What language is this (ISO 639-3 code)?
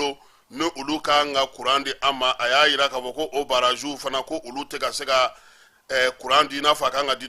bam